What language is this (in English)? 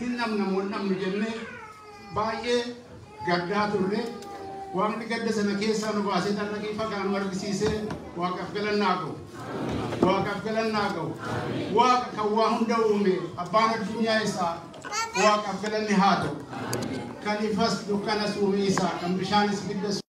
Oromo